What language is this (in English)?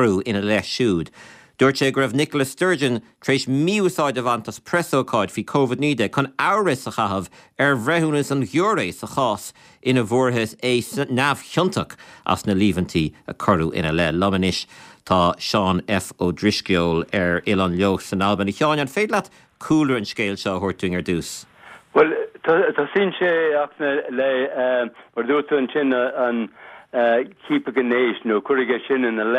Irish